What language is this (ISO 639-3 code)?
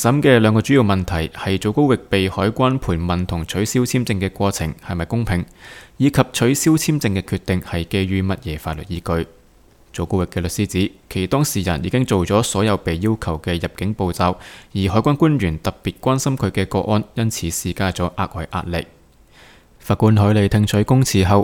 yue